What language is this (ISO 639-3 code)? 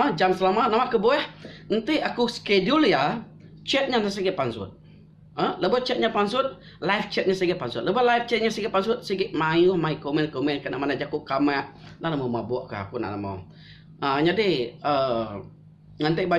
iba